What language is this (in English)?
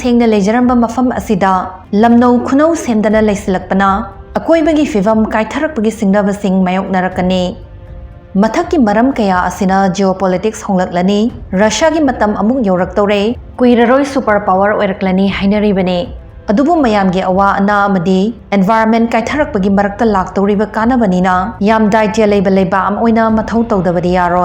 Manipuri